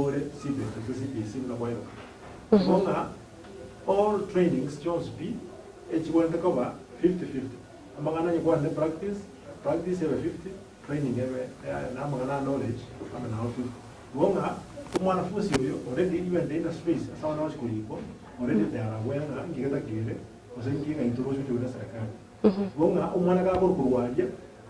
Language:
Gusii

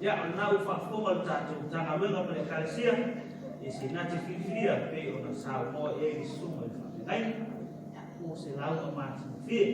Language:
Samoan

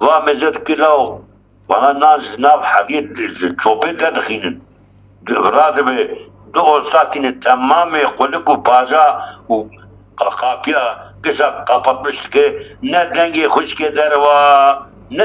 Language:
Kurdish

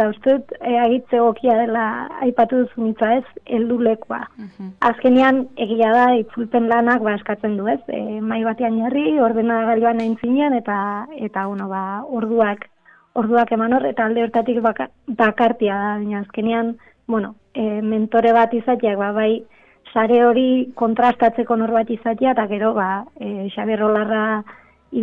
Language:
Basque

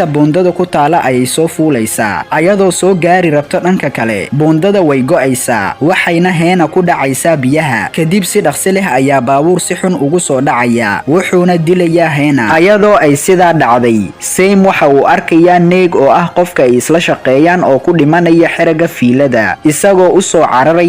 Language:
Somali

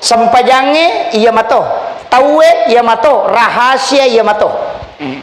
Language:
Buginese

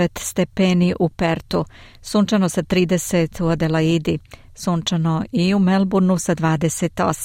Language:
Serbian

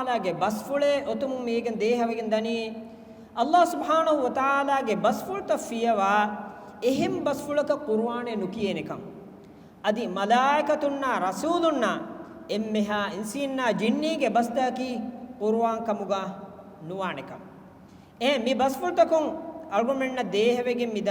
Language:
Divehi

